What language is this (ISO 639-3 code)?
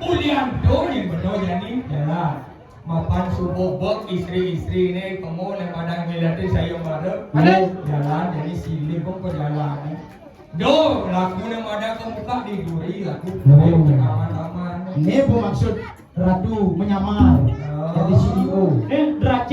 ban